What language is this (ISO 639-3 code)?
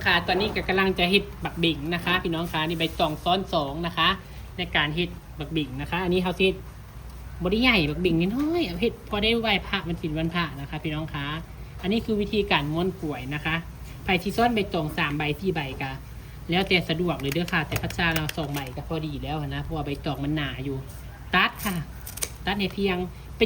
tts